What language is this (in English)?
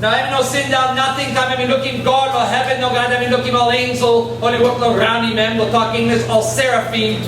Tok Pisin